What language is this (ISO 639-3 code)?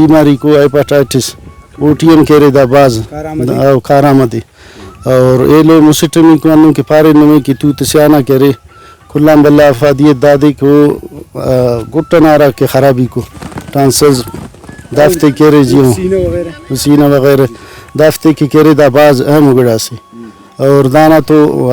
brh